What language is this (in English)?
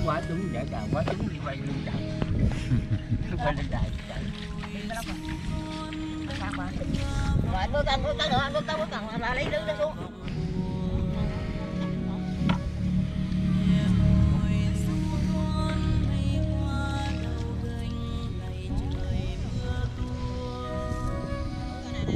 Vietnamese